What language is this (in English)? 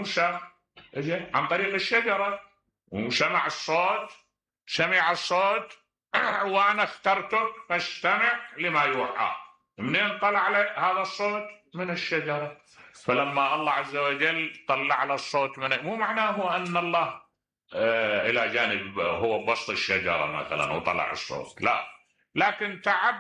Mesopotamian Arabic